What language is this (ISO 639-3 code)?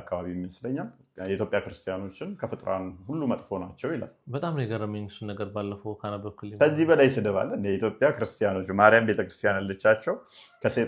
amh